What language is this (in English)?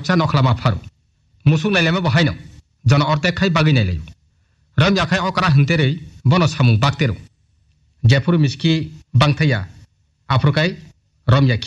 Kok Borok